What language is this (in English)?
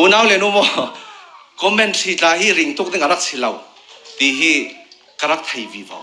Falam Chin